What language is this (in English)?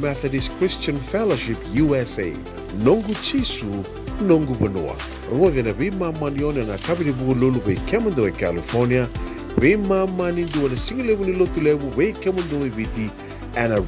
Fijian